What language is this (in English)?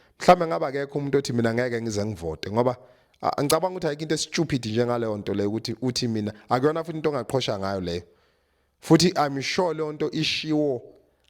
Zulu